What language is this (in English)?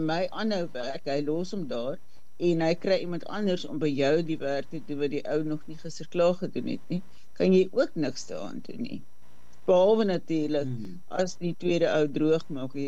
Afrikaans